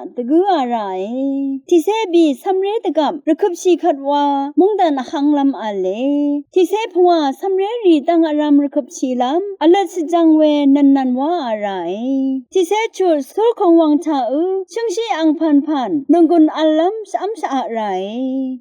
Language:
Rawang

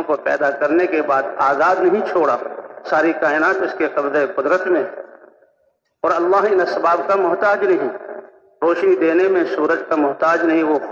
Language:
Urdu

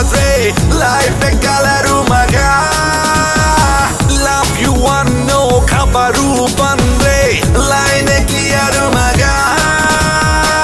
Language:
Kannada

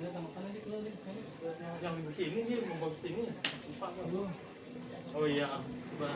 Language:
Betawi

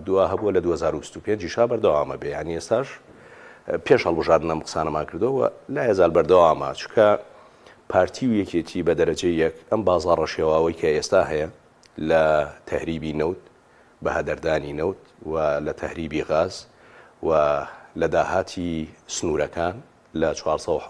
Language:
Central Kurdish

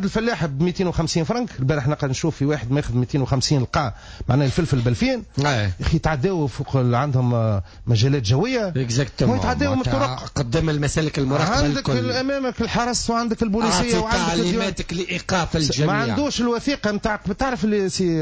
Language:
Tunisian Arabic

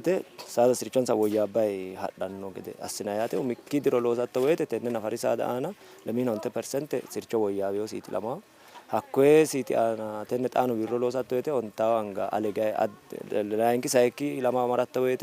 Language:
Sidamo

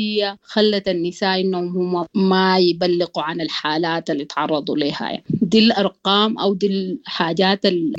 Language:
Sudanese Arabic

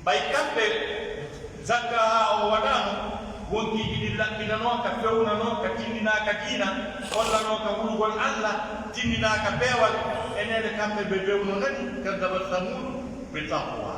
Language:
Pular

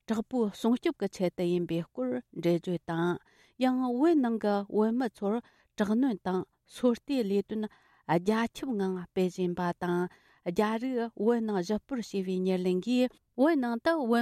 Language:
Tibetan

